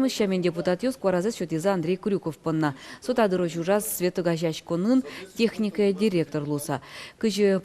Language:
Udmurt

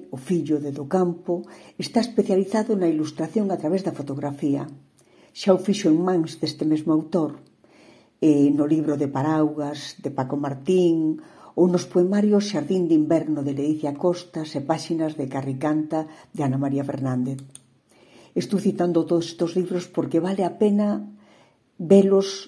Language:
Galician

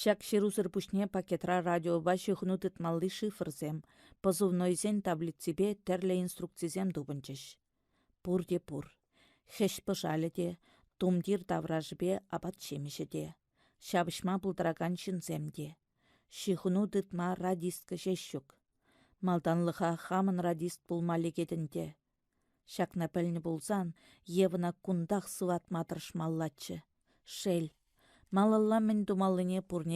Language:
Chuvash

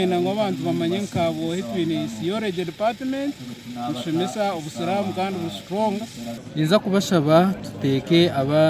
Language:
Nyankole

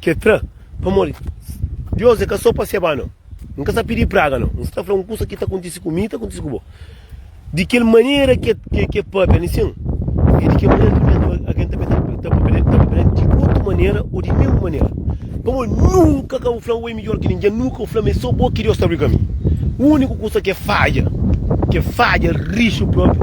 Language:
Kabuverdianu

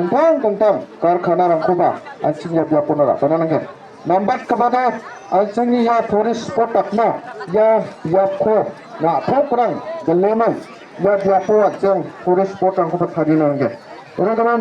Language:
Garo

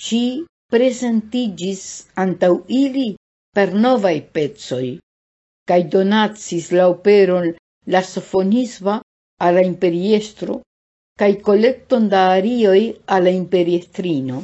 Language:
Esperanto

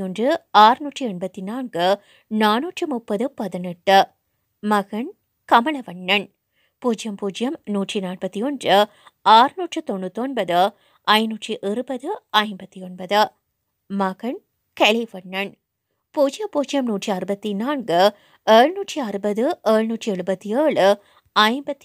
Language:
Tamil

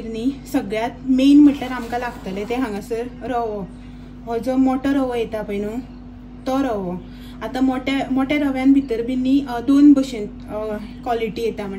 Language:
Konkani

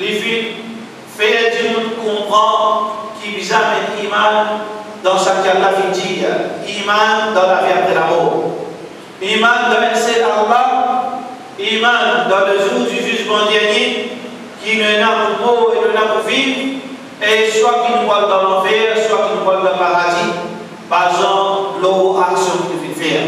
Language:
Morisyen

